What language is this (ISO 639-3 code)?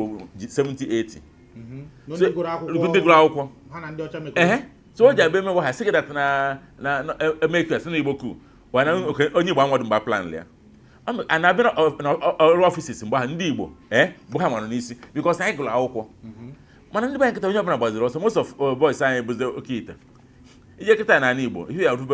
ibo